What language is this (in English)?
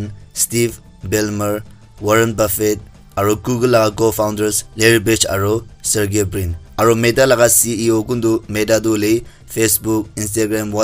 Naga Pidgin